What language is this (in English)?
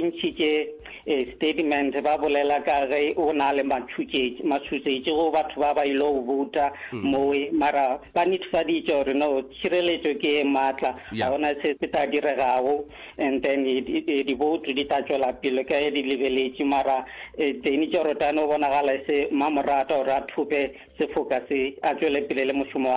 Northern Sotho